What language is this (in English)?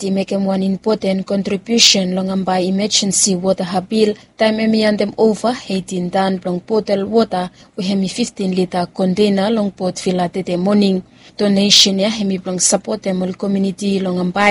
Bislama